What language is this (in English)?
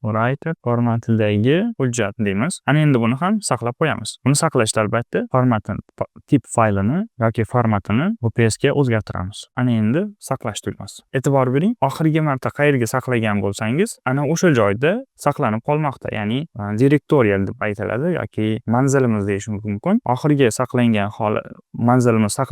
Uzbek